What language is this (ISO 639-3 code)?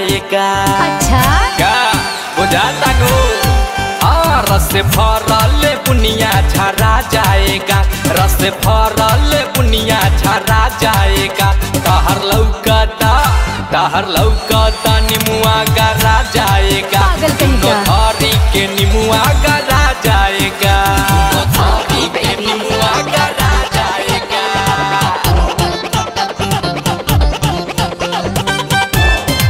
bho